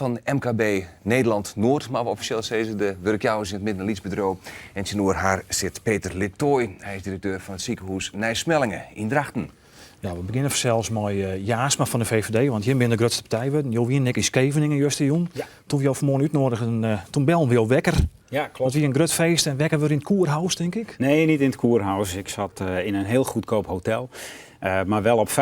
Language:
Western Frisian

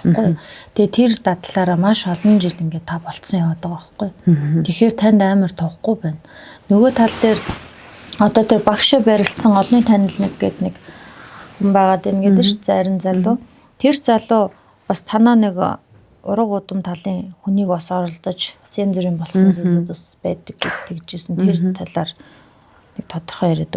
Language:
Mongolian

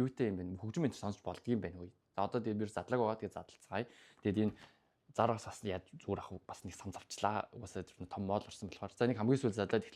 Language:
Mongolian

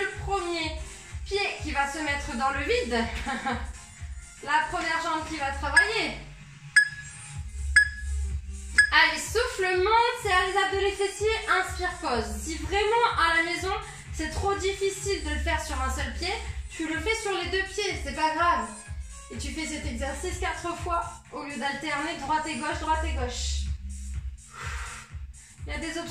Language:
French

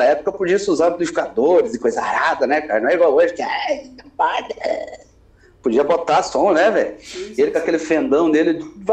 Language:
Portuguese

